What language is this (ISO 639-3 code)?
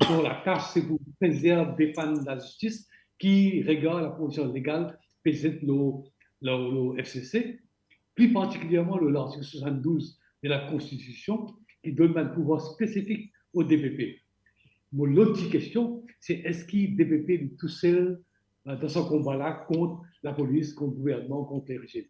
mfe